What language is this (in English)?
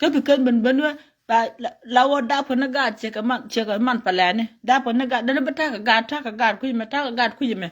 Nuer